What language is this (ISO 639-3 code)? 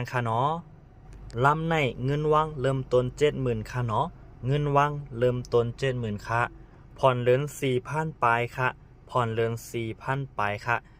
shn